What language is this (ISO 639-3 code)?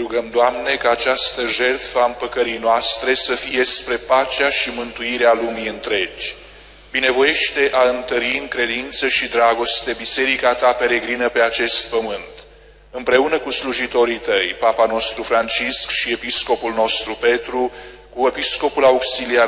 ron